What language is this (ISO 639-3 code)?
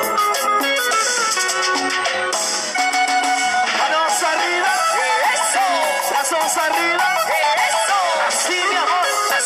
spa